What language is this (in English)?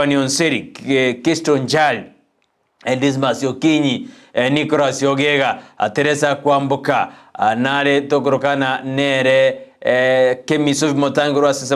Gusii